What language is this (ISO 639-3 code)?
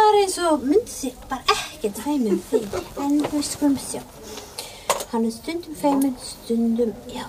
isl